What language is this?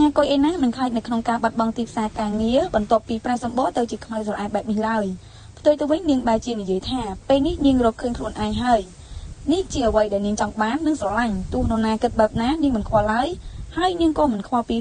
Khmer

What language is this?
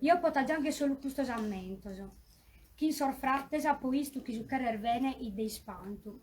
Sardinian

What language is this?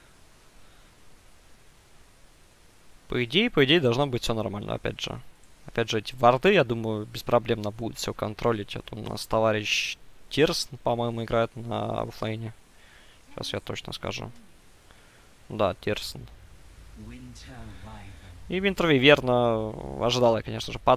Russian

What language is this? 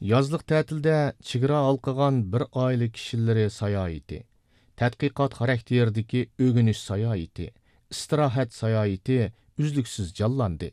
Uyghur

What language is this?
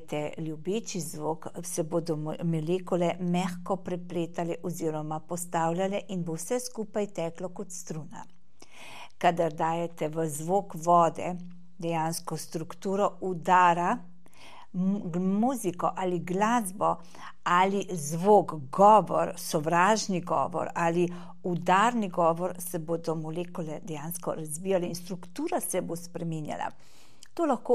Slovenian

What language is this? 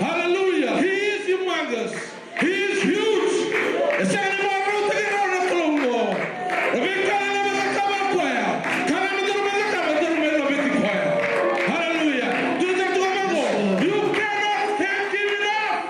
Fijian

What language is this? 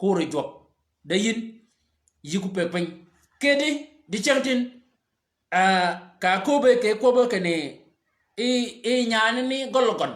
Shilluk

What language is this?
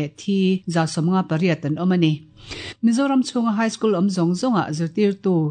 Mizo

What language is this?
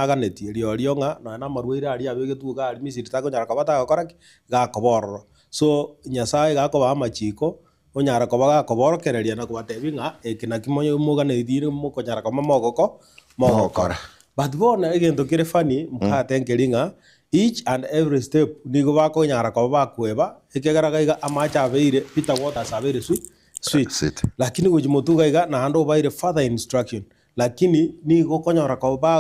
Gusii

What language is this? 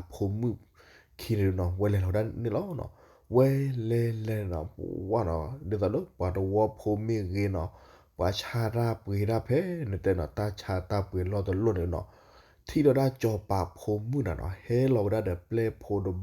S'gaw Karen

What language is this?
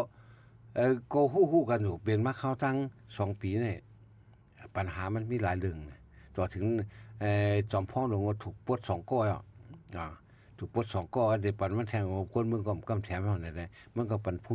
Shan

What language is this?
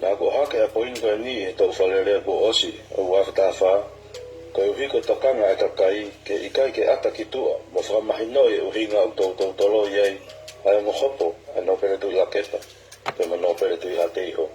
Tongan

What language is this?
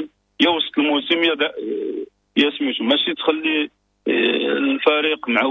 Moroccan Arabic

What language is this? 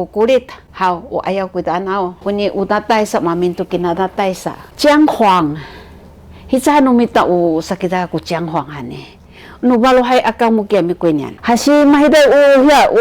Sakizaya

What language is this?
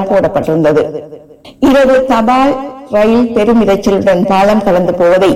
Tamil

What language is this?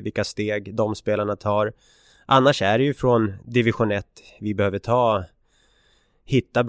Swedish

